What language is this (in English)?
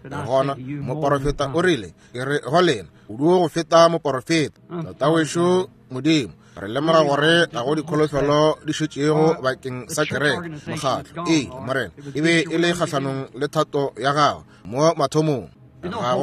Northern Sotho